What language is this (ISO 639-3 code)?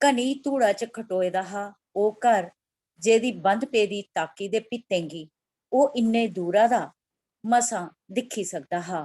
doi